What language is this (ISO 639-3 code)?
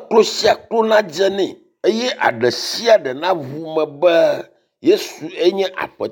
ewe